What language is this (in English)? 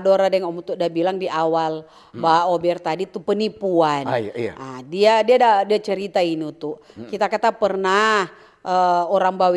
Manado Malay